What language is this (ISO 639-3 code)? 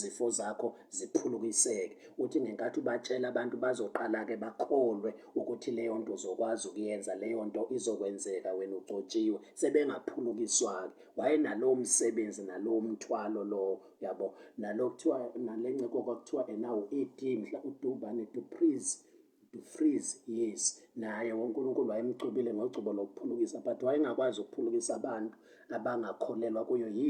zul